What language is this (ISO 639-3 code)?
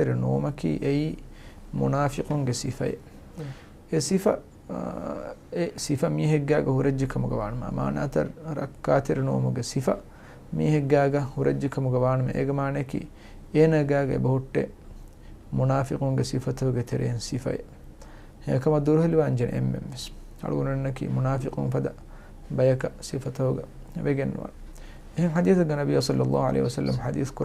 div